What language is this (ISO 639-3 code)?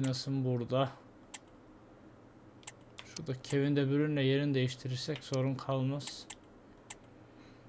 tur